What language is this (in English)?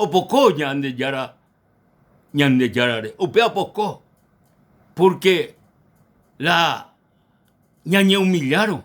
Guarani